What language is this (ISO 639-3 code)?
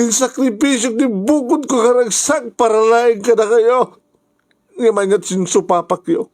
ilo